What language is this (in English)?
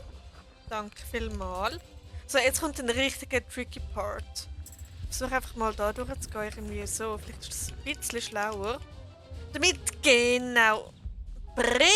Swiss German